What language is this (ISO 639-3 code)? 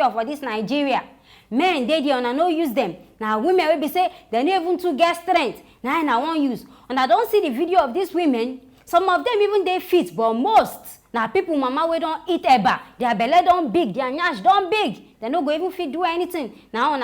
pcm